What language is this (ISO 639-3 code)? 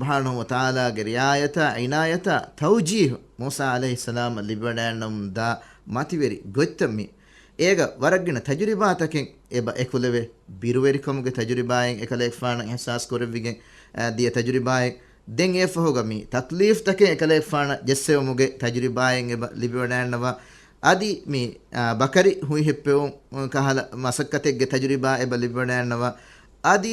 div